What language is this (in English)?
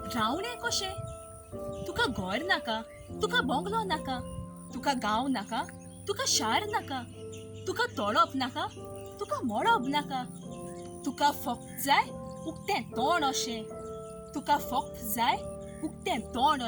Konkani